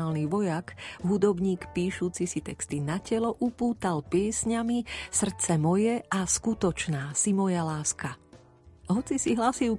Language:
Slovak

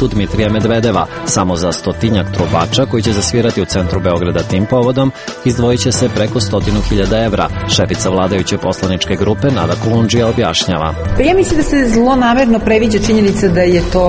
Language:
Serbian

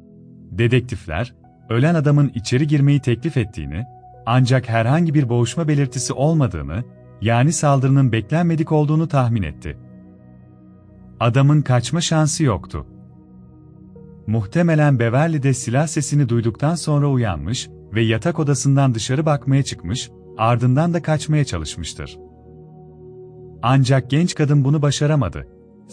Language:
Turkish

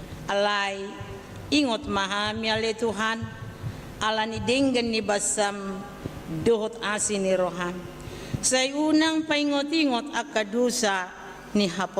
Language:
Batak Toba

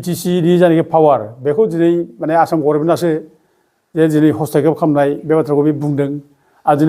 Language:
Bodo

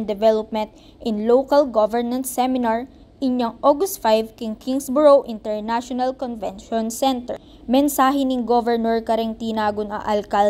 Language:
Pampanga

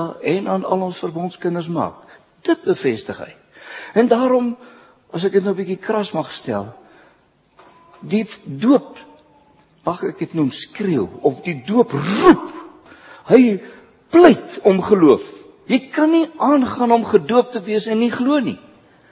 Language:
Afrikaans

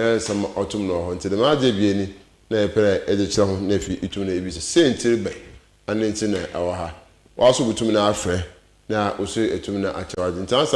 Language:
Akan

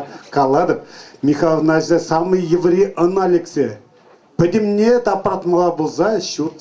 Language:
Chuvash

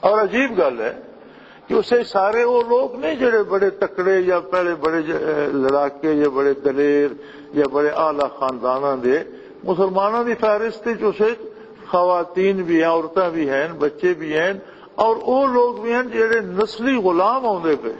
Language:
Western Panjabi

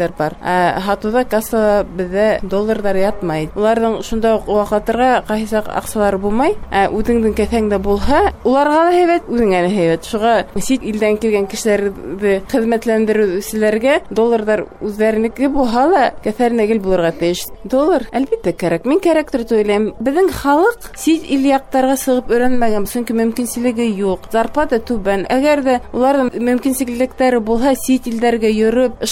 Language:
Bashkir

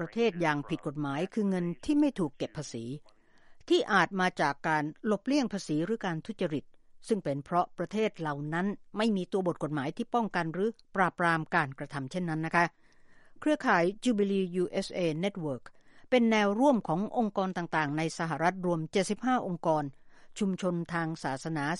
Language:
Thai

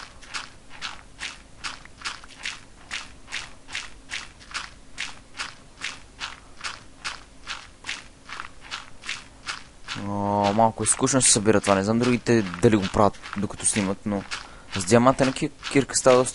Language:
Bulgarian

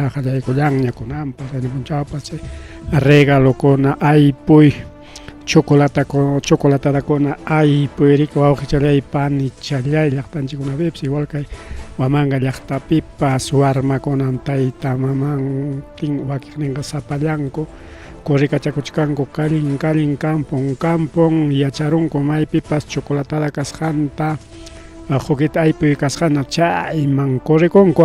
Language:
Ayacucho Quechua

